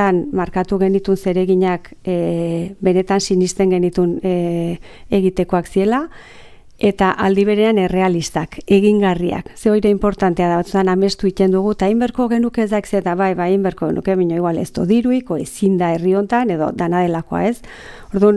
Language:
Basque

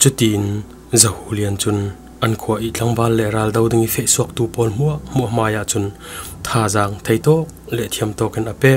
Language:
Falam Chin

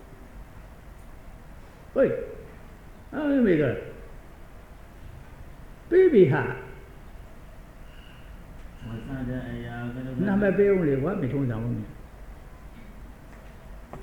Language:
Burmese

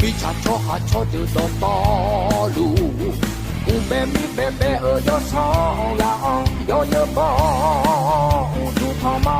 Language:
Akha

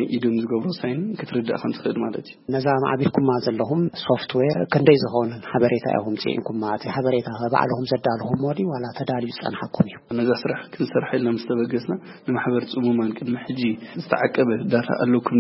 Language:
Tigrinya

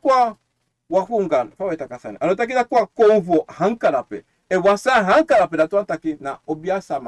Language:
Sranan Tongo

